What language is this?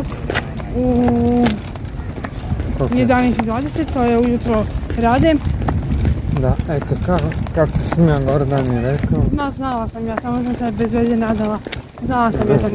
Croatian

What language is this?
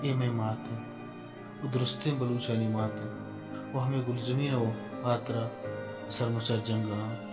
Baluchi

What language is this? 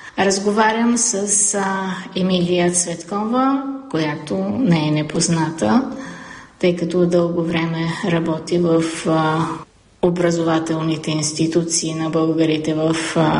Bulgarian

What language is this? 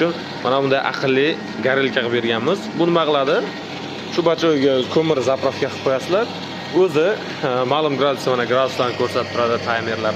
Uzbek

